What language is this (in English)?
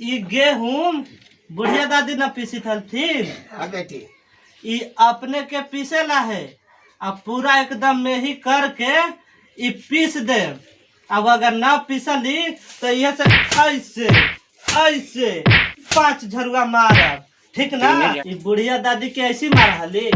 Magahi